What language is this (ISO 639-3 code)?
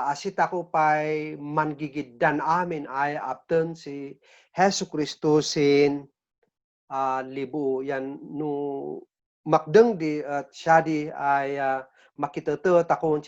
kne